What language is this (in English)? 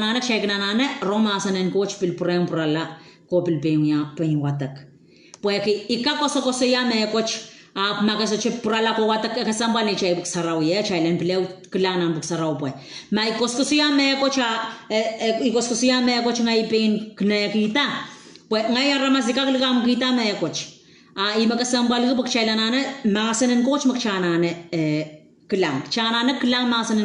Pohnpeian